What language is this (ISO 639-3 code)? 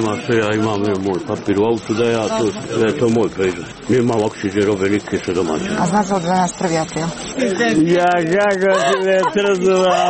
hrv